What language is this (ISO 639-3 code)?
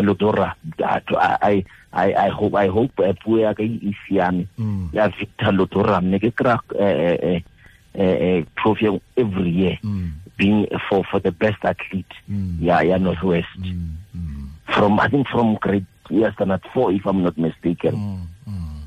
tsn